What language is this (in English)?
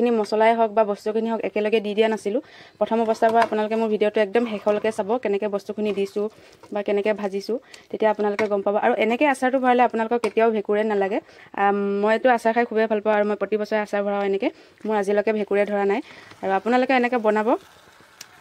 Assamese